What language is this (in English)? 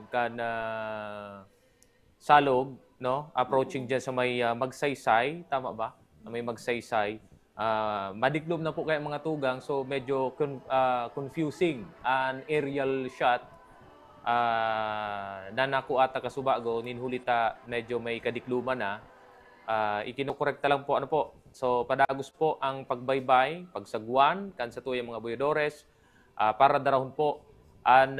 Bikol